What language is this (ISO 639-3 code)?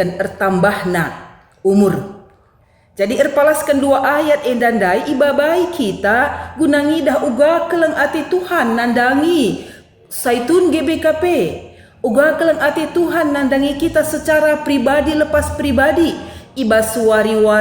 btx